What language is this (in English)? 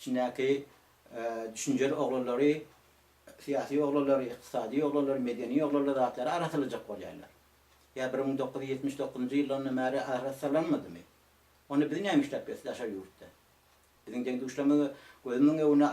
Turkmen